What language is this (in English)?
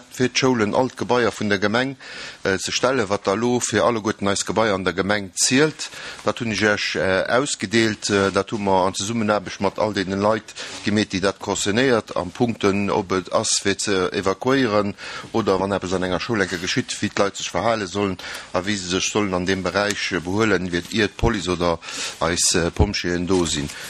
Luxembourgish